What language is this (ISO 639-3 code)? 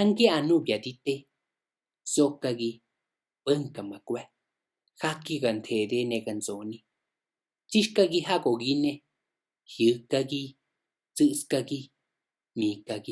ote